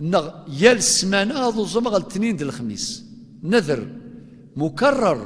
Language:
Kabyle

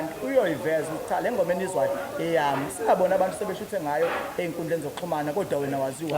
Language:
Zulu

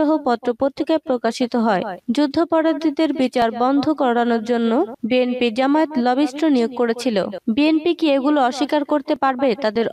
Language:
Bangla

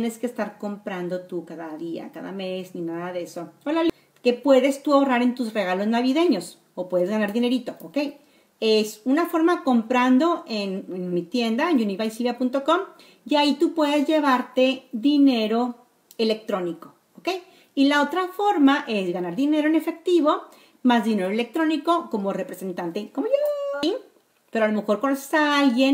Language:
Spanish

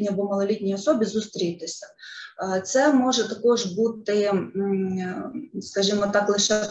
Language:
Ukrainian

